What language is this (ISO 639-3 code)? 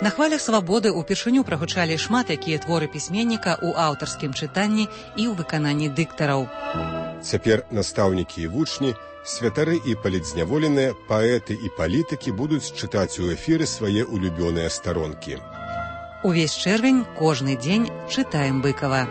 bel